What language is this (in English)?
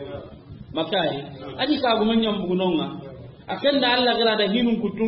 Soninke